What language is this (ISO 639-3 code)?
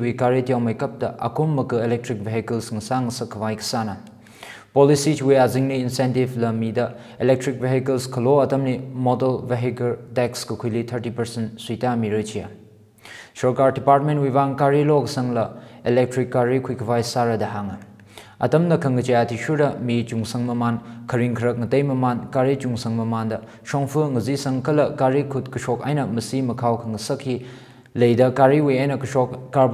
nmf